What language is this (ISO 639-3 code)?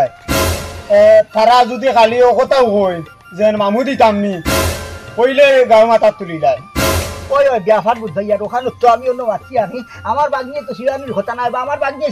syl